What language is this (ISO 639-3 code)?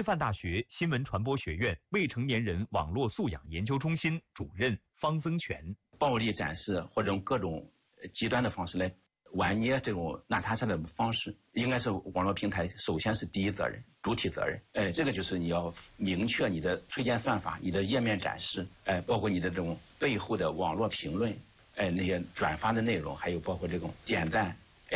zho